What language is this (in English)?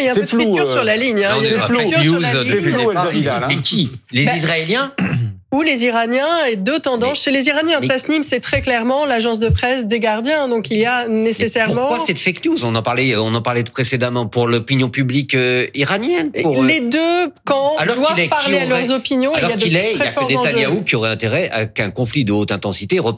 French